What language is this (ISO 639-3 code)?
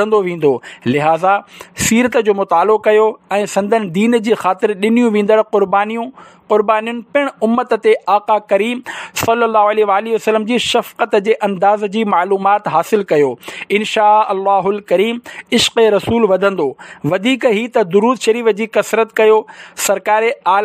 snd